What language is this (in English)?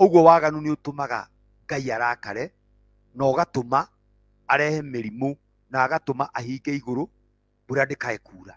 Kikuyu